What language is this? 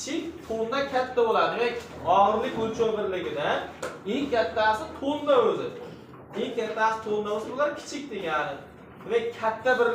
Uzbek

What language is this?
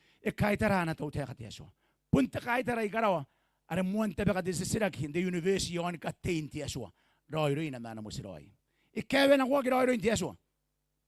Gilbertese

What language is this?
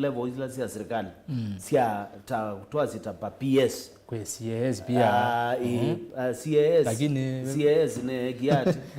Kamba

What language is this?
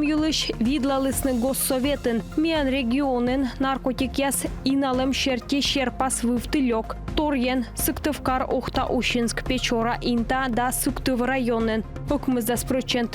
Komi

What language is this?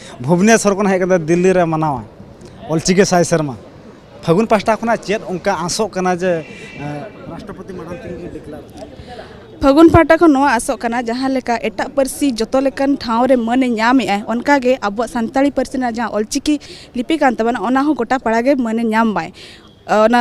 Santali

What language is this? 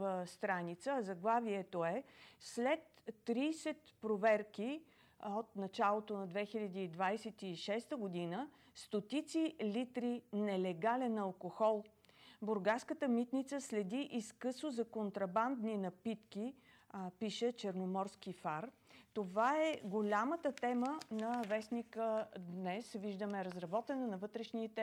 Bulgarian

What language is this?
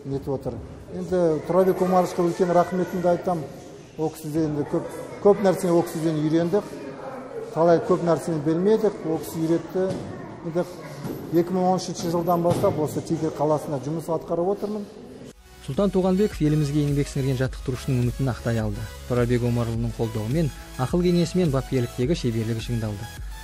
Kazakh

